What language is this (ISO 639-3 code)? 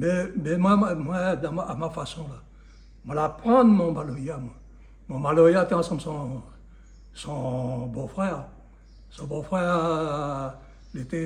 rcf